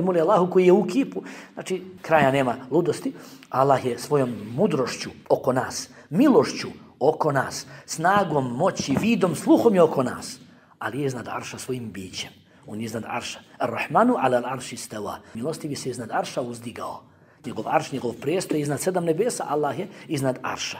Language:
Bosnian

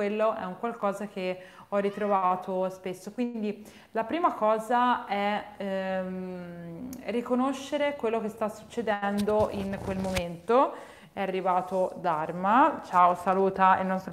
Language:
Italian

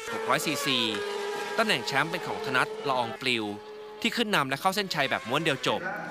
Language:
Thai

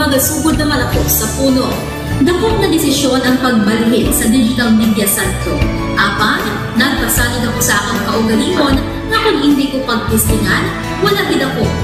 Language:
Hiligaynon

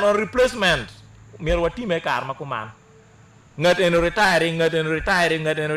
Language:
Acoli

